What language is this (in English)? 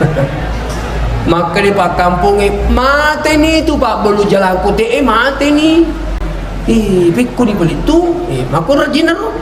Buginese